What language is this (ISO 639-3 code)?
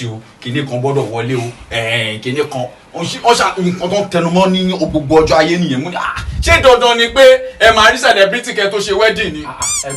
yor